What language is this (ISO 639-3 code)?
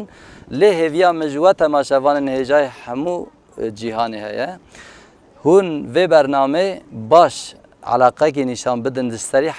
kur